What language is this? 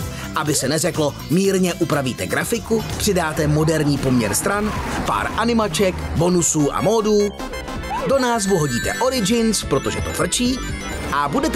Czech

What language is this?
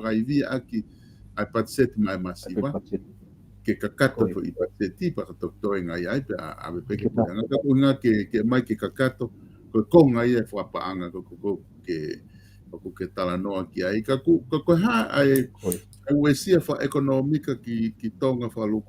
Tongan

